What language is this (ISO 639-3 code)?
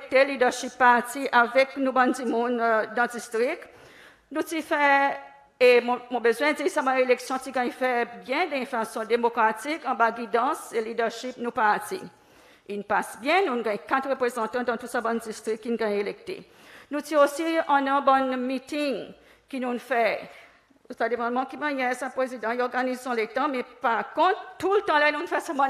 crs